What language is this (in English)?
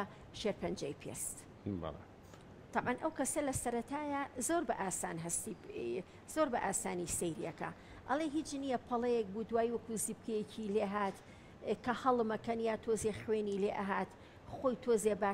Central Kurdish